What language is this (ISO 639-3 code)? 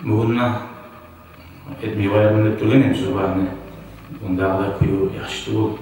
kum